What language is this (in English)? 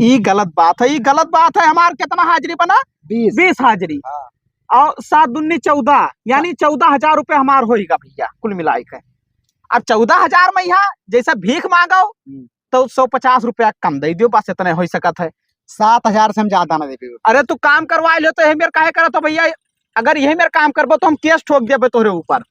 Awadhi